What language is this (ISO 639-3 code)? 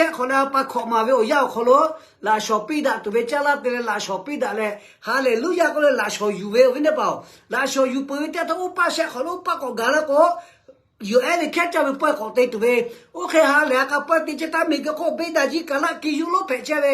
lhu